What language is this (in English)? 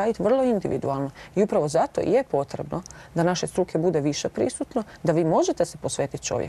Croatian